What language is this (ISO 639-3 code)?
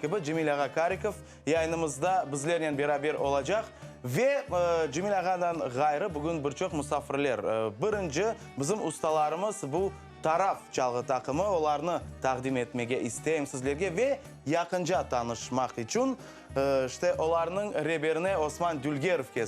crh